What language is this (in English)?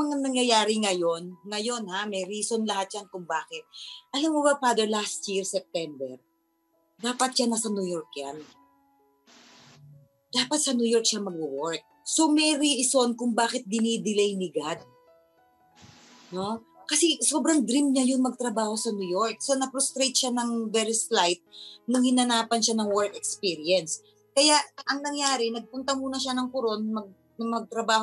Filipino